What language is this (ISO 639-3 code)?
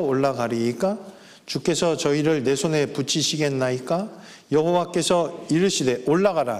kor